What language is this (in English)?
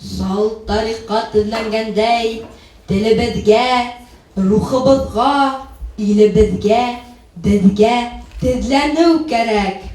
Bashkir